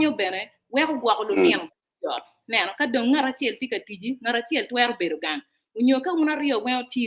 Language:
Acoli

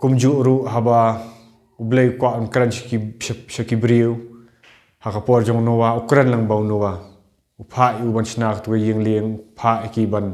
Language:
Khasi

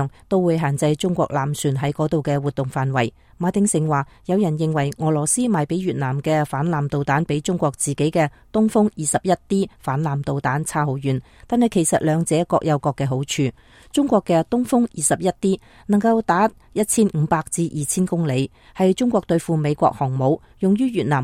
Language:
Cantonese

